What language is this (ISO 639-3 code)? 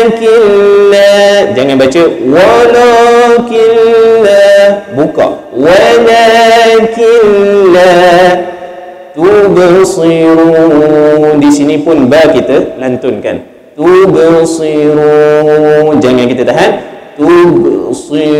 msa